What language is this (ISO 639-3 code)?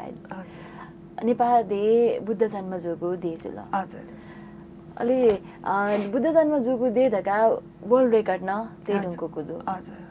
new